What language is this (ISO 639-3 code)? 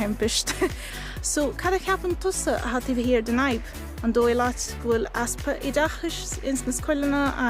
gle